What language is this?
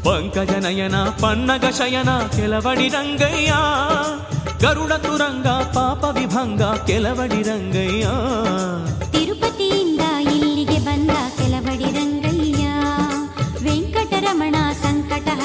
Kannada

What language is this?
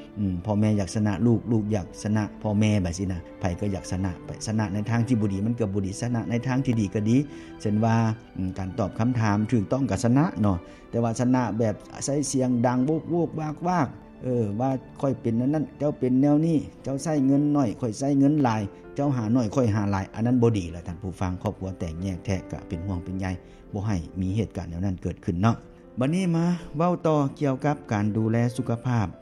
Lao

